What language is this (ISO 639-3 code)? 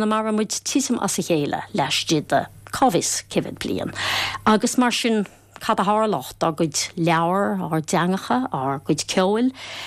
gle